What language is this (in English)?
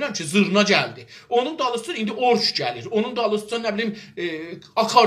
South Azerbaijani